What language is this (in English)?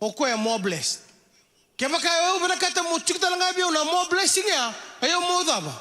Fijian